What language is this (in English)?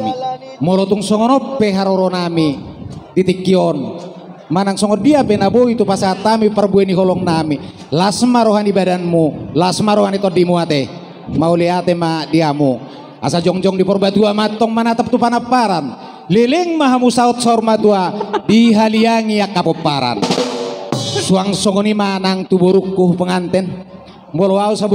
Batak Toba